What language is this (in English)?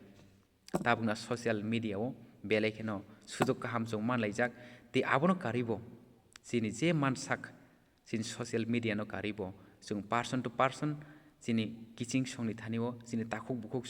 Kok Borok